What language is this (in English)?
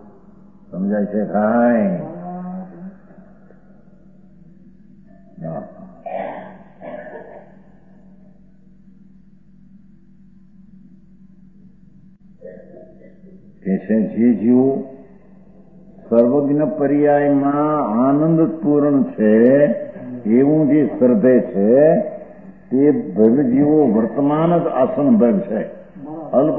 Gujarati